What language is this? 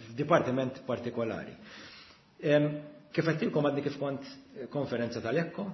Maltese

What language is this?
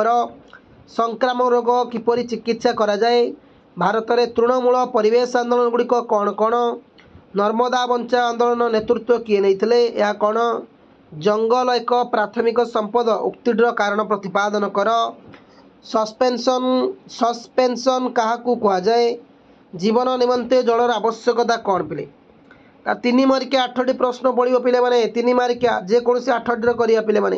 Odia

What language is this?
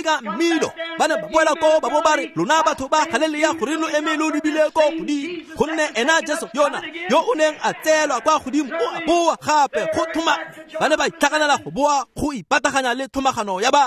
Tswana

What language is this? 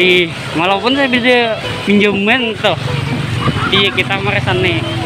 Banjar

